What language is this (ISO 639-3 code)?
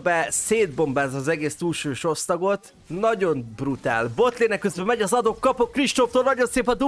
hun